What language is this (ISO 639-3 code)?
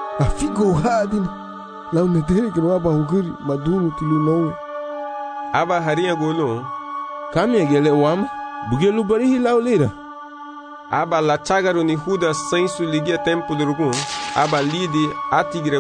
cab